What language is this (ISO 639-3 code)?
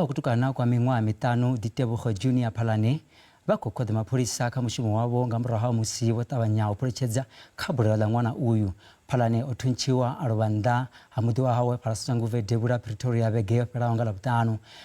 ven